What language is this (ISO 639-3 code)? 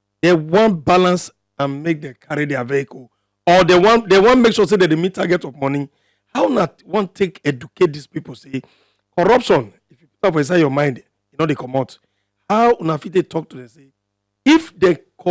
pcm